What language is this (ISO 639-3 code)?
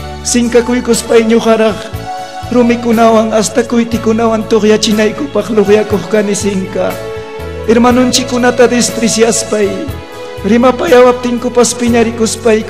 quy